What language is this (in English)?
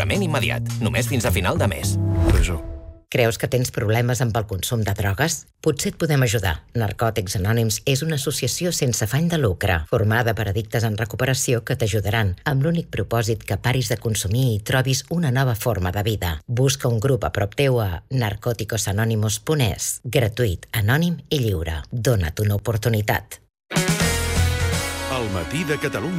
Catalan